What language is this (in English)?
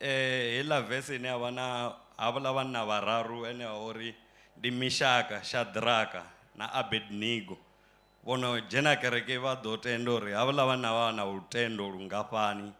Venda